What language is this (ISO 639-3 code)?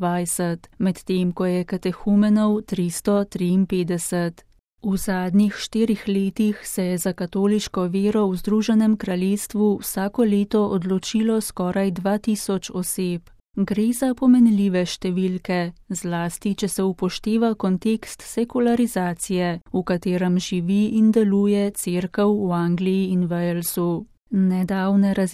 slv